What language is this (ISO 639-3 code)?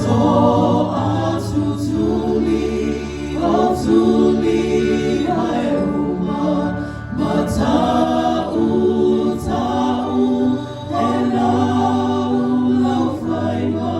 smo